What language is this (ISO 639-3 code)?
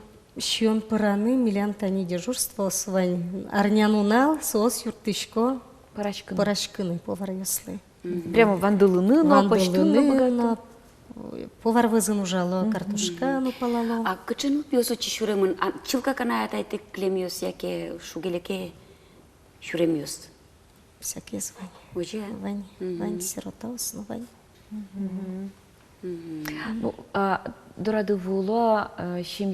udm